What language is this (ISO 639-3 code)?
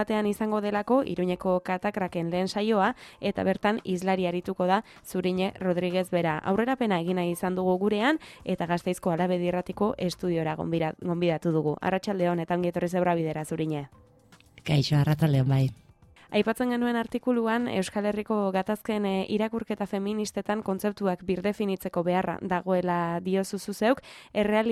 eus